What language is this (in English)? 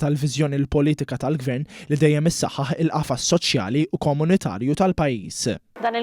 Maltese